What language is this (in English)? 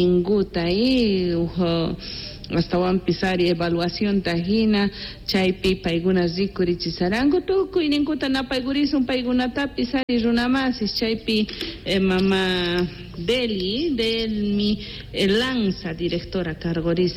South Bolivian Quechua